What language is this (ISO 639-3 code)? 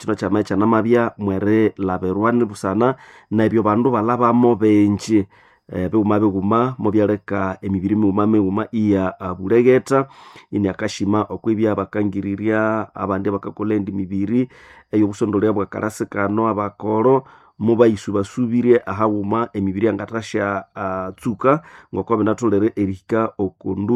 nnb